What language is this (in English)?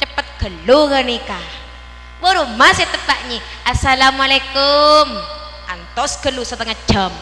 Madurese